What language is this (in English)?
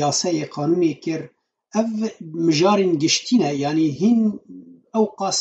Kurdish